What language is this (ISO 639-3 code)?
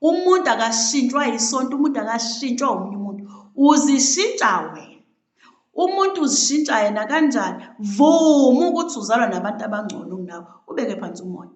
zul